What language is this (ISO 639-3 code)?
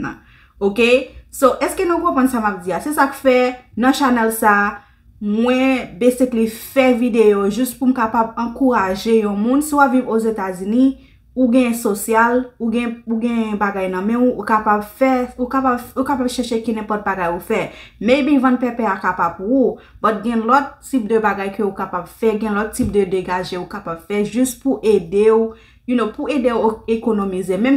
hat